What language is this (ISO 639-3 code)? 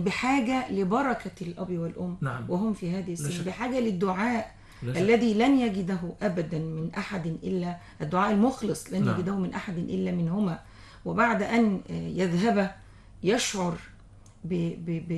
ara